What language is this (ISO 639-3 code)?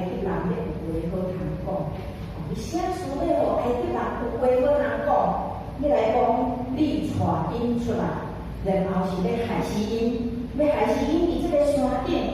nan